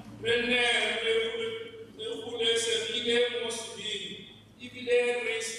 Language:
Tswana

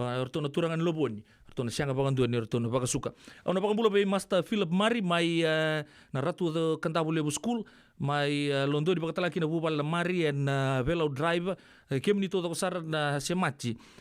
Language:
Fijian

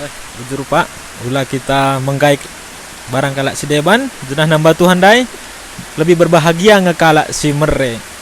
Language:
Batak Karo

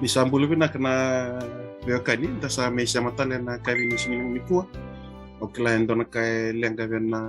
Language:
Fijian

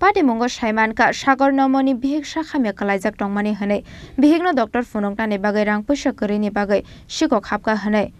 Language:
Kok Borok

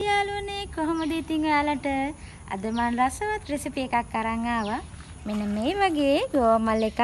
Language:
Sinhala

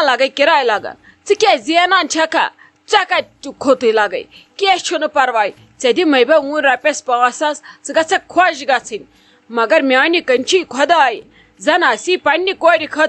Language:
Kashmiri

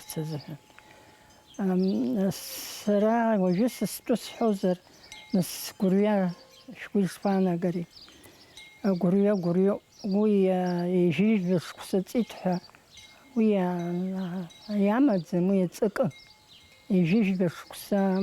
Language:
Abkhazian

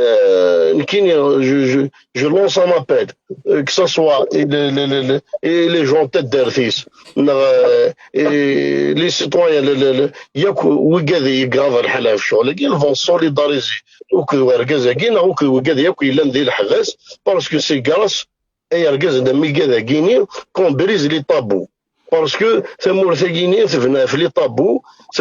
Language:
Kabyle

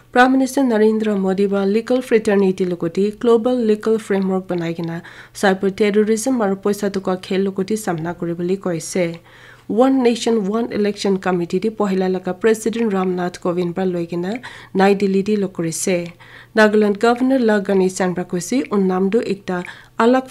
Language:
Naga Pidgin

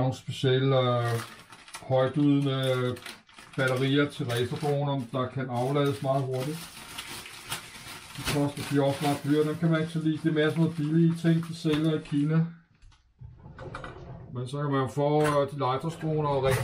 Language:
Danish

